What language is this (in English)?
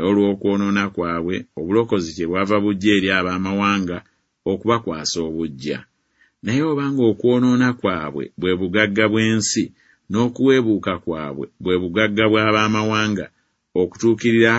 Ganda